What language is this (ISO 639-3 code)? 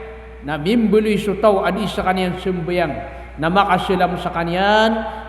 mrw